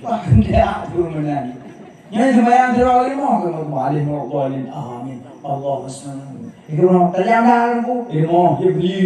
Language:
Achinese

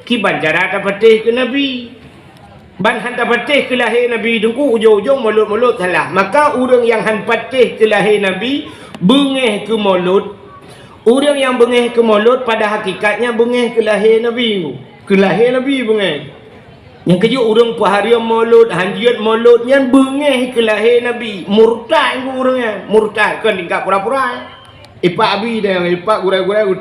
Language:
Achinese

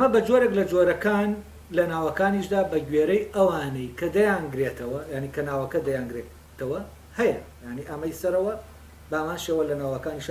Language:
Central Kurdish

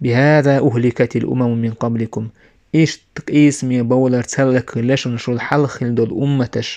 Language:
Chechen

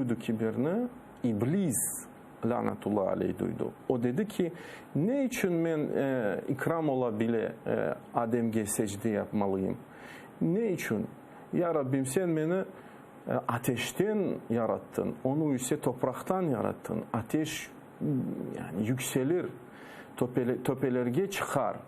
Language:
Crimean Tatar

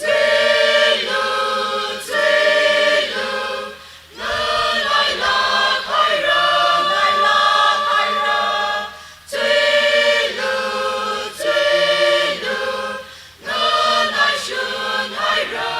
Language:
Tangkhul Naga (India)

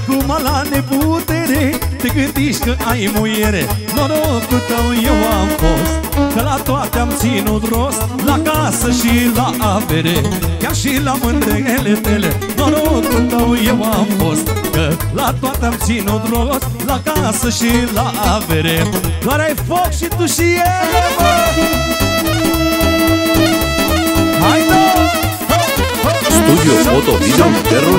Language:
Romanian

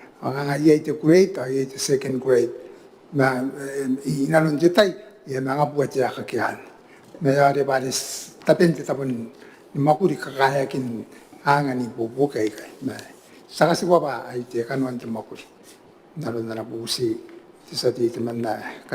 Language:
Gilbertese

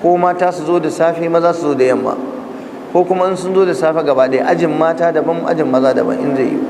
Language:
Hausa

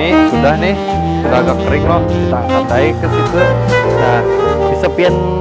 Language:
Banjar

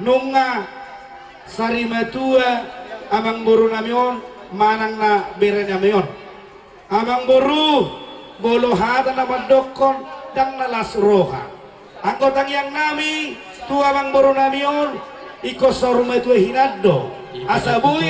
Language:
Batak Toba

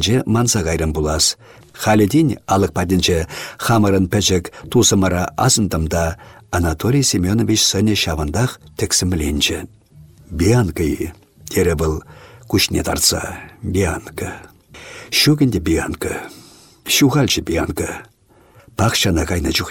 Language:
Chuvash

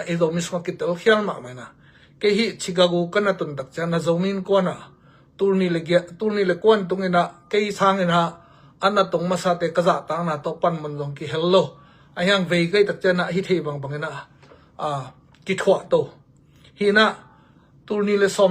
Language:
Tedim Chin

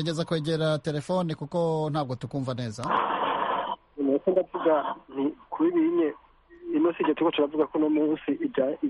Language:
Kinyarwanda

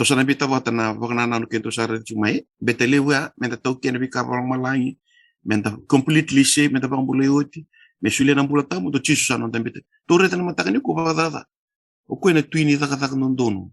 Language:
Fijian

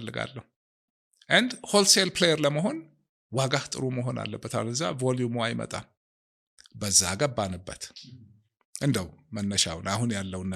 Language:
Amharic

